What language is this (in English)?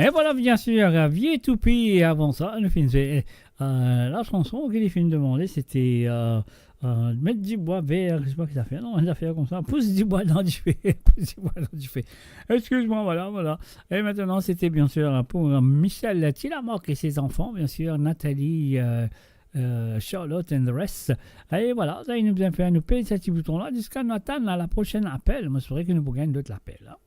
Morisyen